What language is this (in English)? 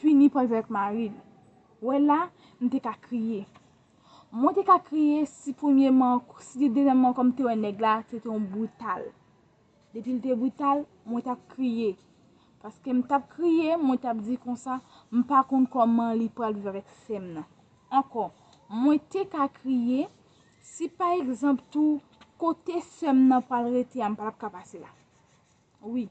Haitian Creole